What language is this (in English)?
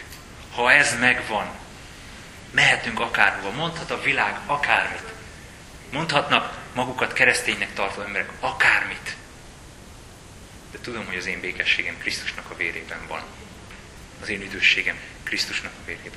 Hungarian